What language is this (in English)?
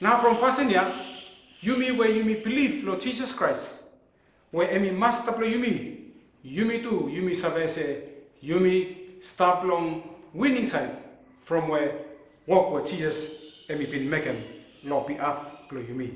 Bislama